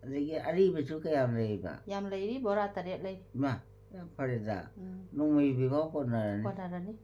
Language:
Manipuri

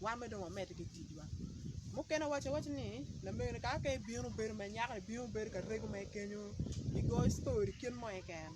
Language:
Acoli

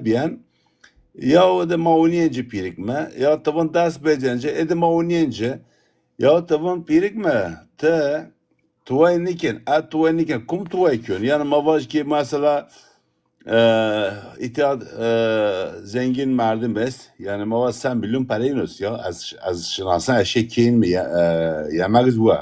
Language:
Zaza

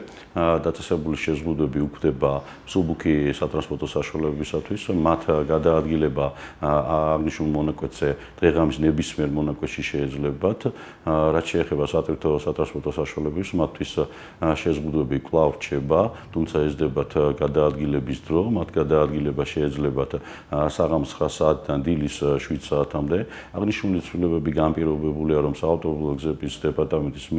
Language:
Georgian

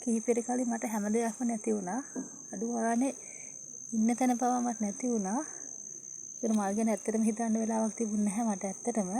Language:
Sinhala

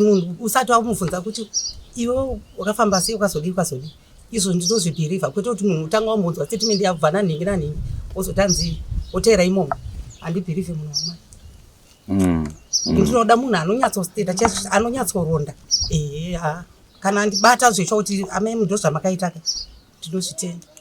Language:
Shona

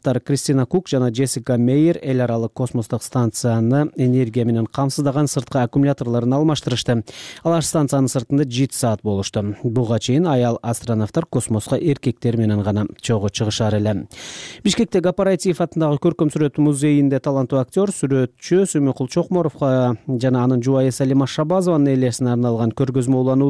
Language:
Kyrgyz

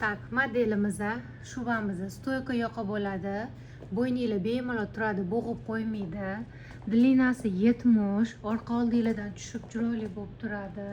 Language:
Uzbek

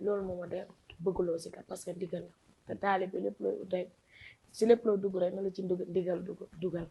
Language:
Wolof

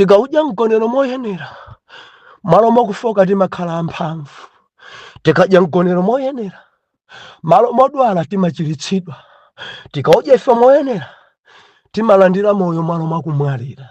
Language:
Nyanja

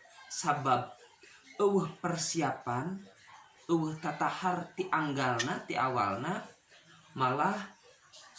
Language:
Sundanese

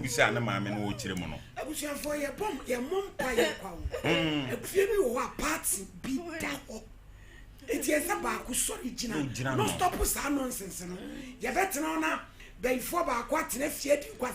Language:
Akan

